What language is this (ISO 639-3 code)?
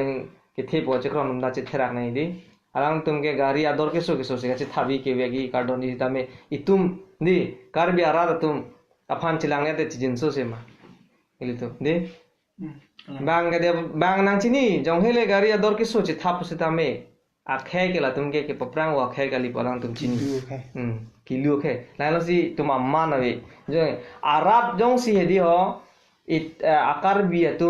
mjw